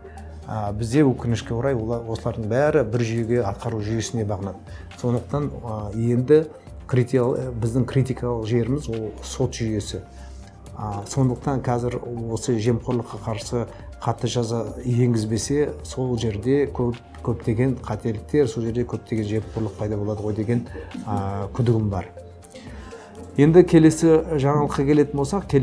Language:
Kazakh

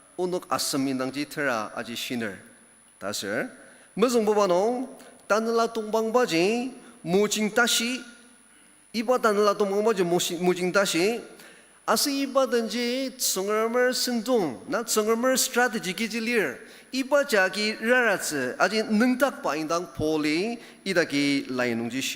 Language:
Ao Naga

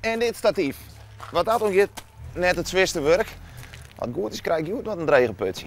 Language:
Western Frisian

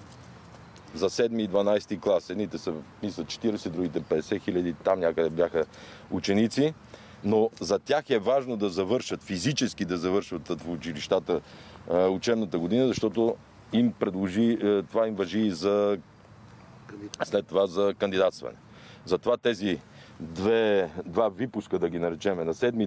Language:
Bulgarian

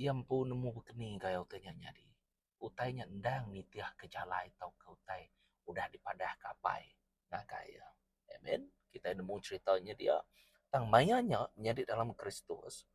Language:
Iban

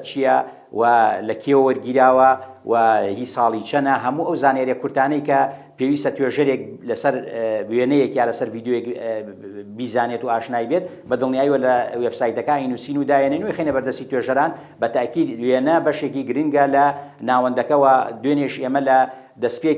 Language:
Central Kurdish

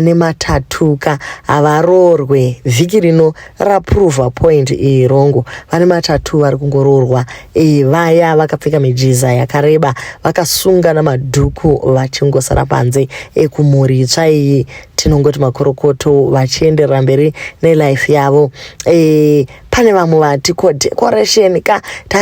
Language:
Shona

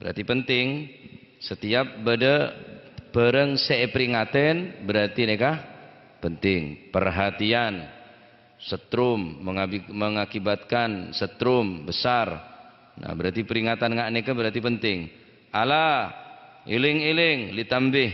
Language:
Madurese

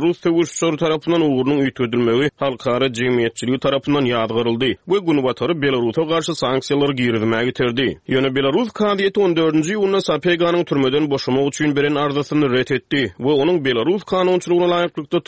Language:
Turkmen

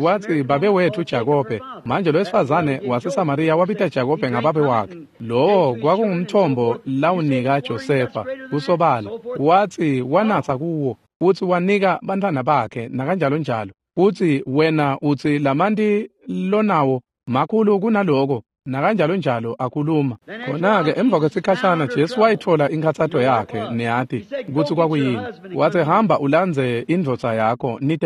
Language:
Swati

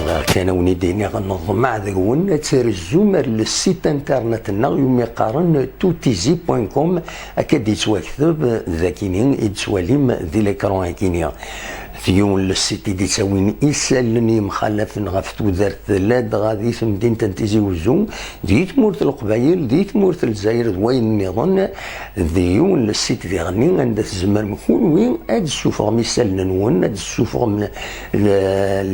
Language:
Kabyle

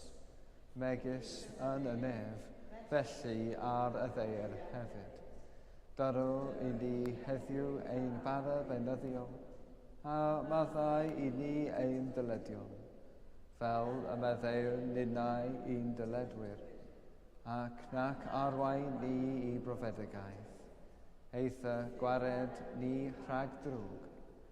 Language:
Welsh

